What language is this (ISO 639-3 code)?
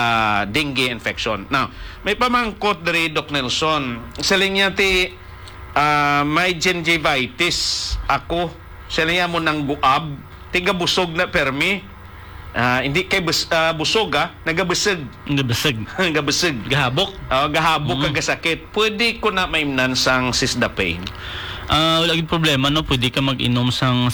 hil